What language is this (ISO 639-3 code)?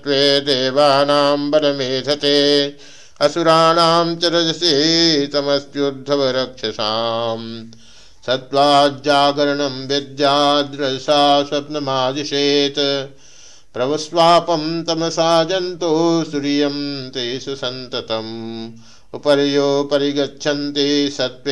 san